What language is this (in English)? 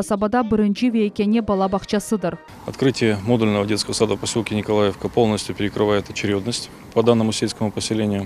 Crimean Tatar